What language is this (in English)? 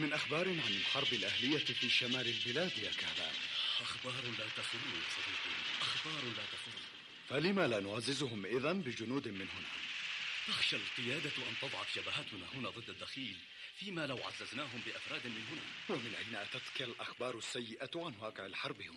Arabic